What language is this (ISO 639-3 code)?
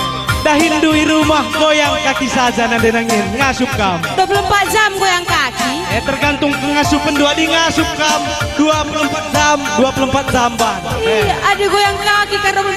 btx